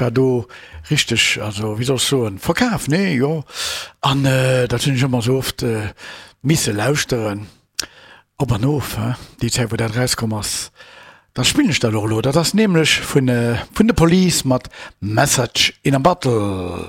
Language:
Luxembourgish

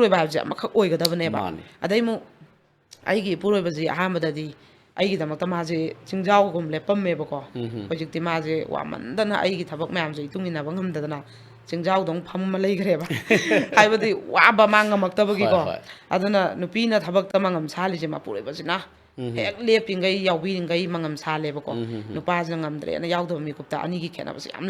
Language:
Manipuri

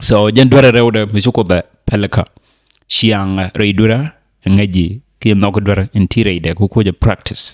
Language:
Nuer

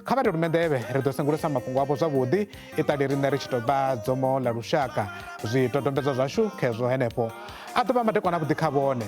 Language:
Venda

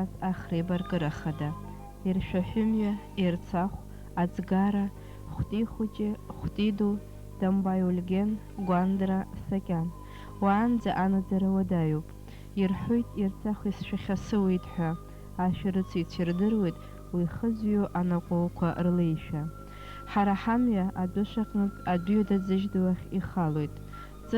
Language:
Abkhazian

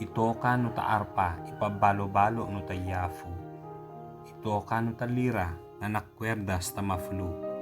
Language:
Ibanag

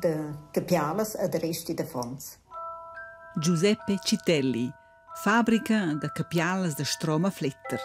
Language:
Romansh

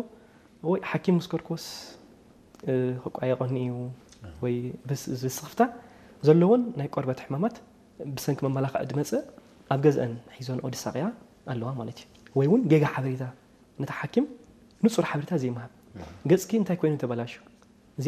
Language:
Tigrinya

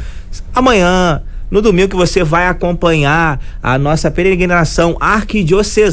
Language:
Portuguese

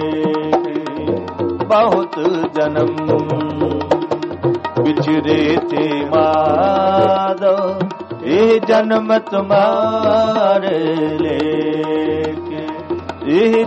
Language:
Punjabi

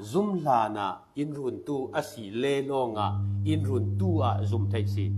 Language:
Falam Chin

